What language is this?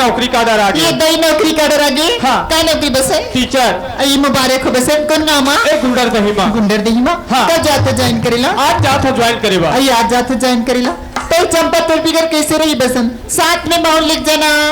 Chhattisgarhi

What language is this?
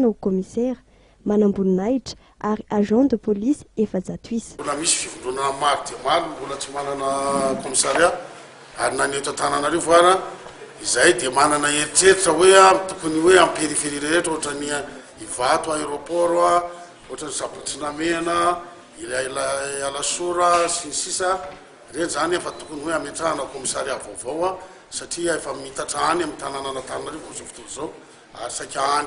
Malagasy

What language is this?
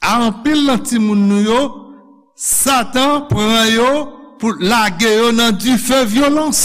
Haitian Creole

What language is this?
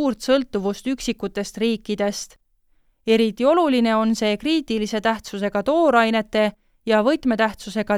Estonian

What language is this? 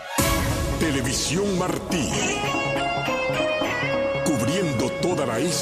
Spanish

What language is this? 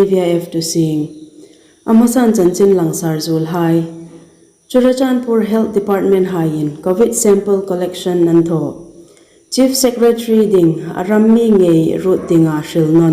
Hmar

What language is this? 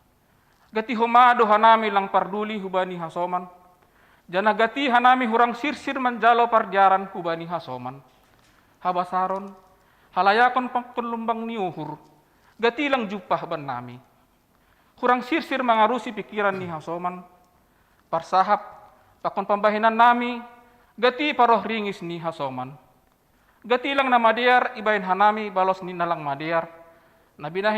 Batak Simalungun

